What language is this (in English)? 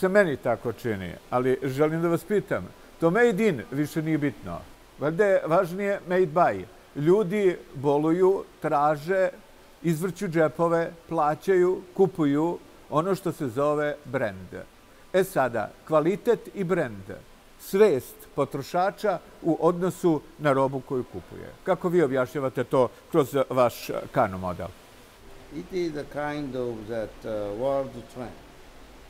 Serbian